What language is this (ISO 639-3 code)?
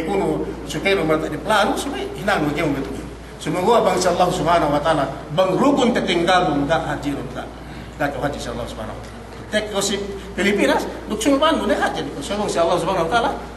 yka